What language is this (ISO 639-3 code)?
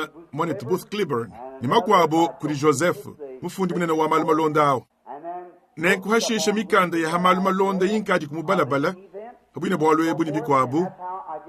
lua